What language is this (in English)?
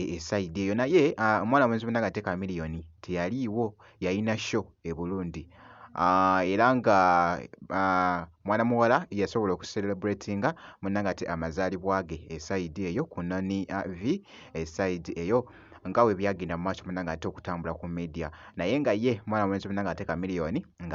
Ganda